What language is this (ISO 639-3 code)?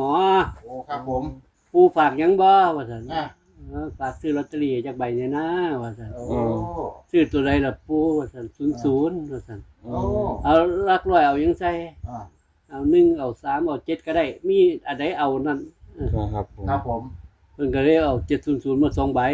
tts